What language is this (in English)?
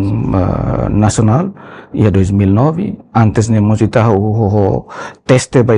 Tetum